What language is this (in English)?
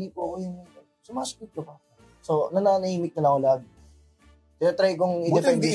Filipino